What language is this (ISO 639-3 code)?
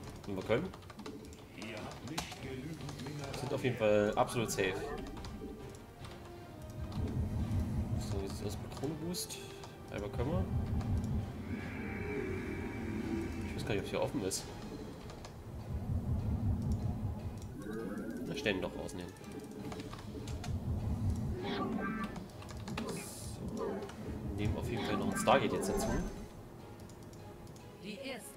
deu